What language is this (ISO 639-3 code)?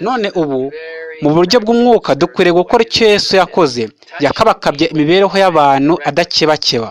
kin